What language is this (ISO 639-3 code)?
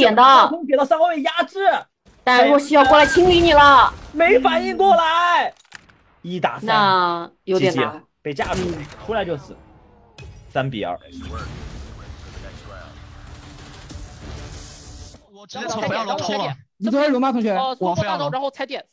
zho